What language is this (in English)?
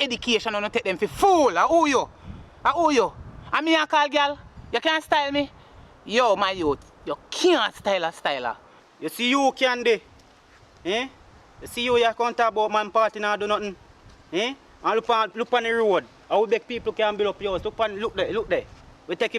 Jamaican Creole English